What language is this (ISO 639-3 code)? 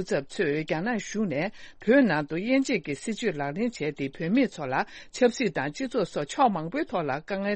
bod